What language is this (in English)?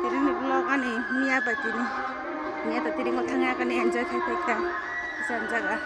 Kok Borok